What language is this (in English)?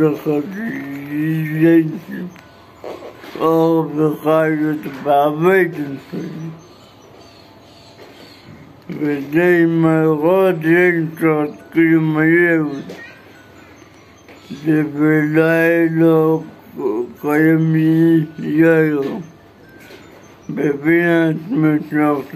Hebrew